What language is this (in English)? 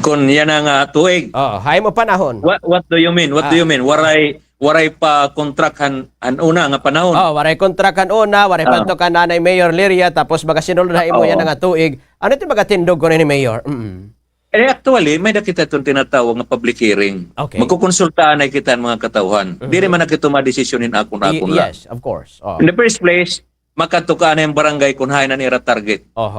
Waray